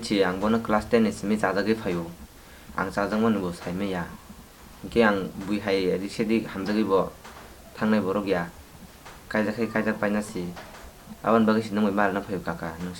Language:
Kok Borok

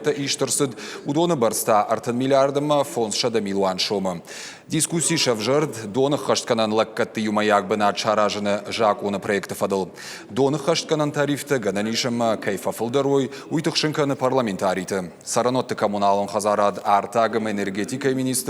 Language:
Ossetic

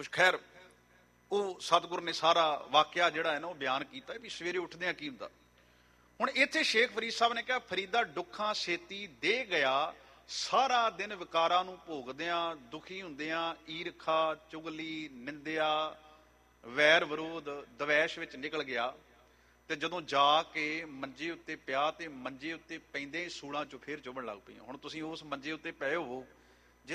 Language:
Punjabi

